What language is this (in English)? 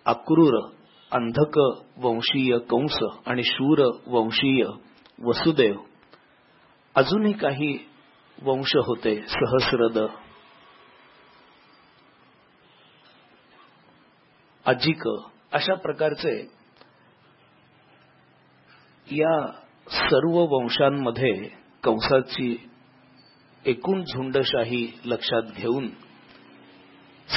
Marathi